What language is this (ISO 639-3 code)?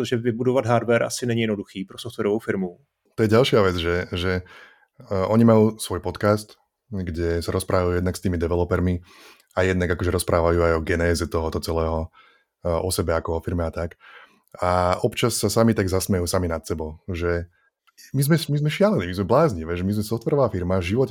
slk